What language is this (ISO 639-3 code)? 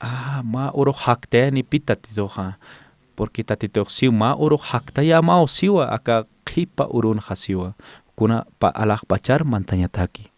aym